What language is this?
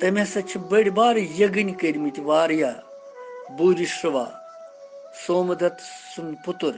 Kashmiri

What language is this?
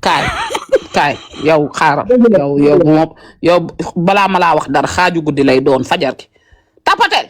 Wolof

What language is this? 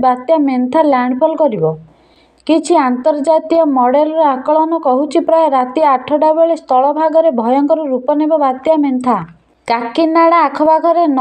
Odia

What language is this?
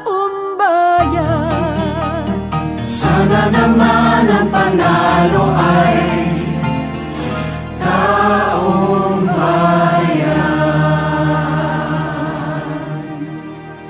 Filipino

